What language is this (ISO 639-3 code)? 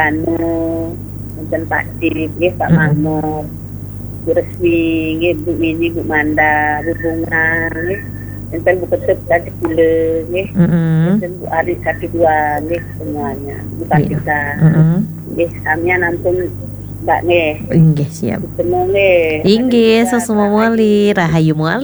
ban